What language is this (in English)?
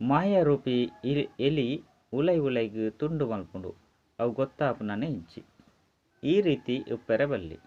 Tulu